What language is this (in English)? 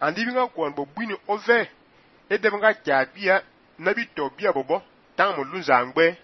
Fang